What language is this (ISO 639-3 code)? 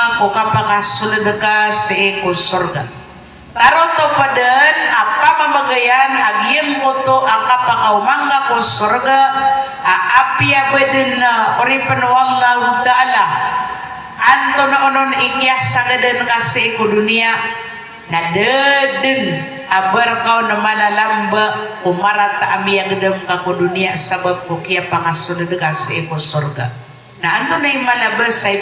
mrw